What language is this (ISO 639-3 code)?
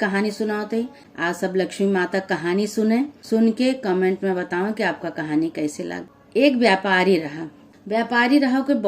awa